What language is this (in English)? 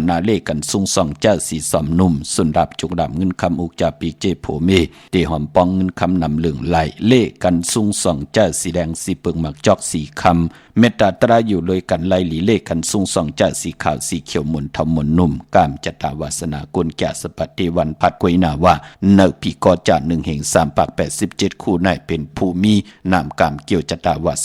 Shan